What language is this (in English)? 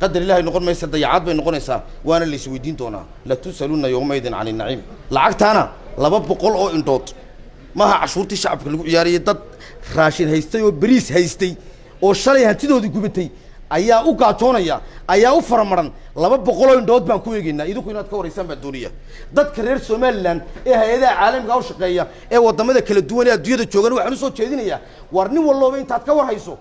Somali